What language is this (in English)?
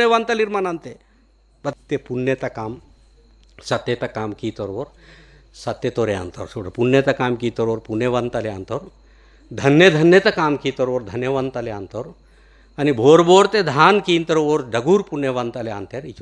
Gondi